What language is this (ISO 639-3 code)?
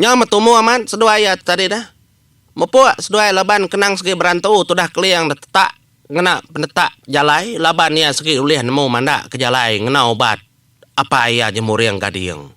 iba